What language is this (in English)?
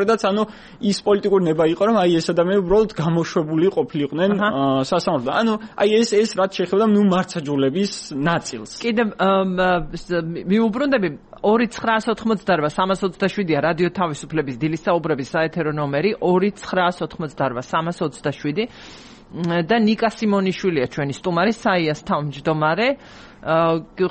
Georgian